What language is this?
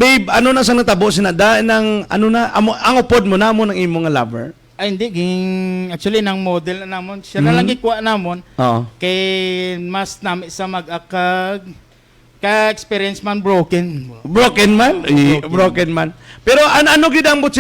Hiligaynon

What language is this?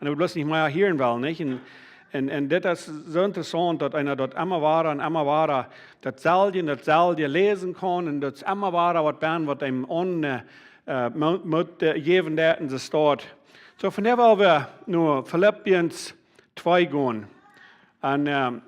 Plautdietsch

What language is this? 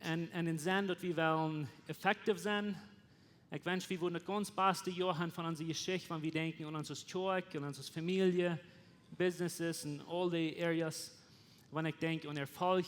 Plautdietsch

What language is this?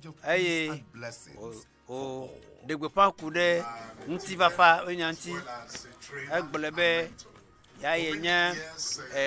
Ewe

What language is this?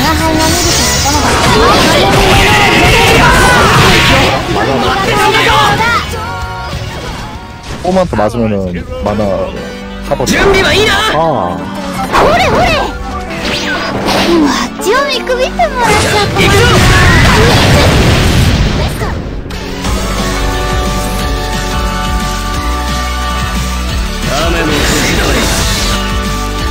Japanese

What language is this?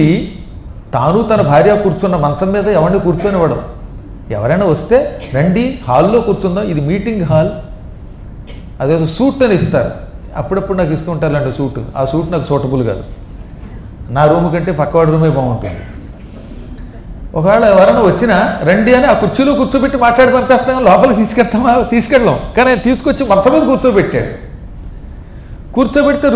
Telugu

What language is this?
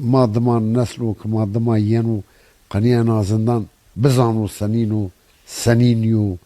Zaza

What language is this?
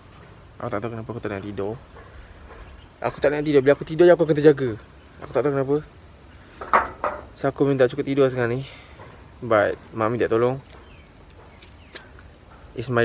Malay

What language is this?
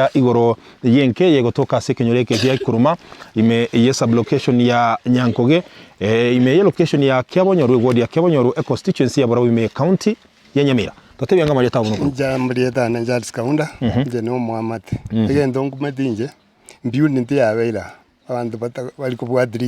Gusii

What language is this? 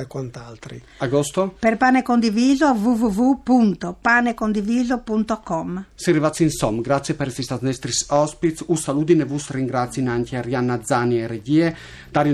Friulian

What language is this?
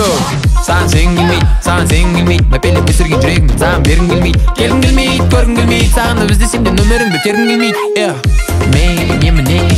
Kazakh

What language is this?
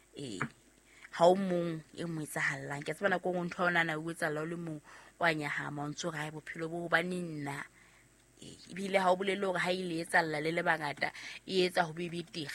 Southern Sotho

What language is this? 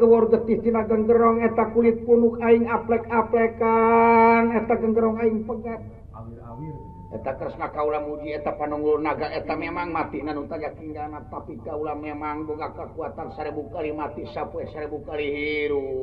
Sundanese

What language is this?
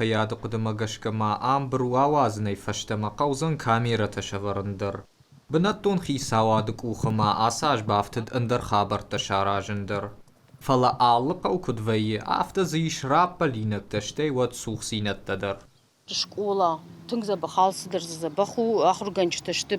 Ossetic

